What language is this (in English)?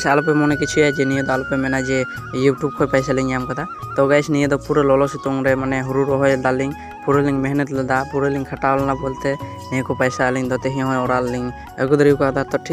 Santali